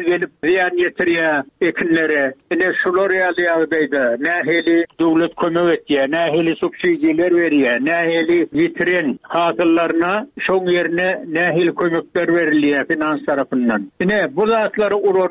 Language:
Turkmen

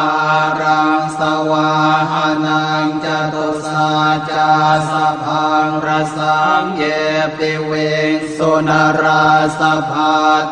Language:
Pali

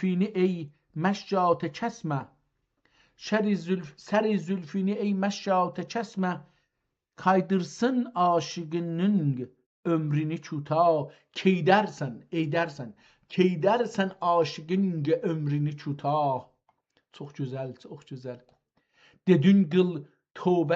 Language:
South Azerbaijani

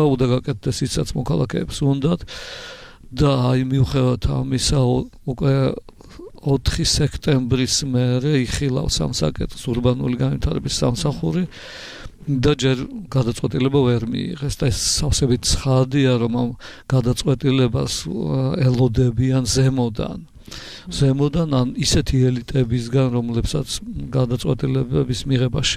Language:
Georgian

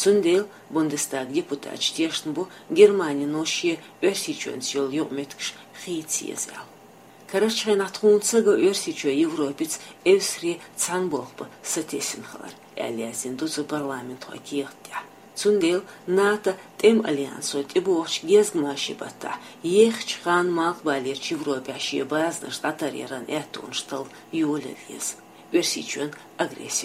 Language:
Chechen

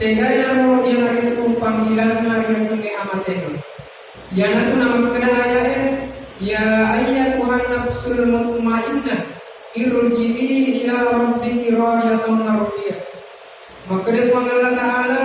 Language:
Buginese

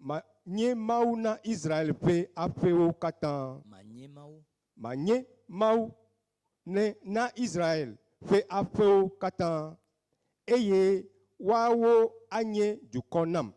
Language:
Ewe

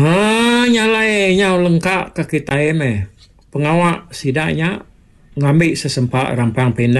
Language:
Iban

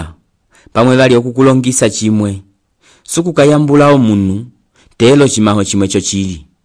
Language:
Umbundu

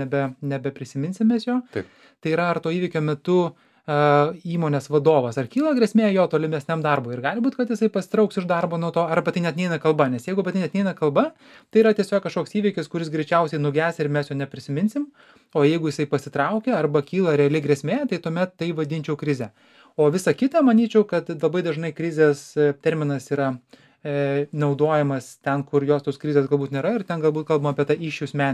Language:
Lithuanian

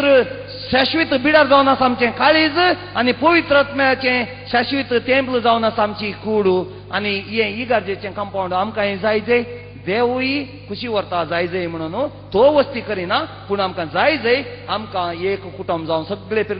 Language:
Konkani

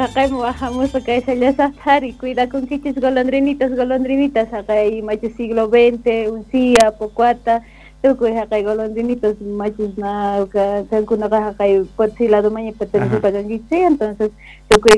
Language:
South Bolivian Quechua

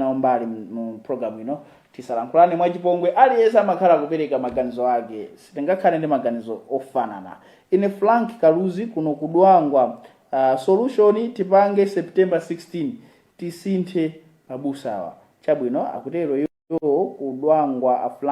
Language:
Nyanja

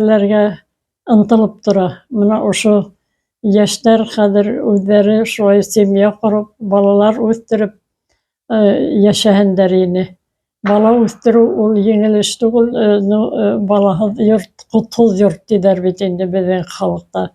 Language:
Bashkir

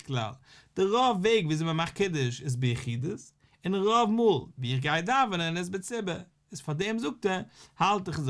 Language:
Yiddish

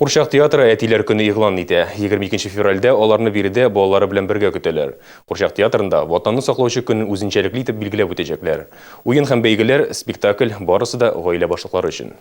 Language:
Tatar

